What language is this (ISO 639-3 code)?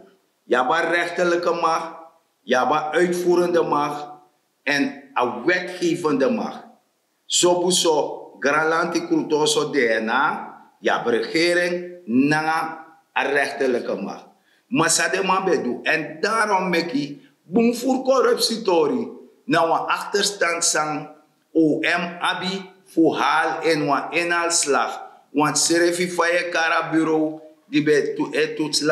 srn